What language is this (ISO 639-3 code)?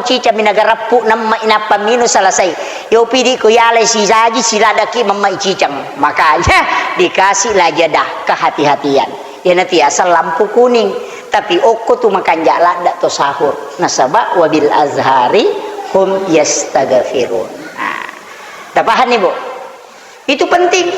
bug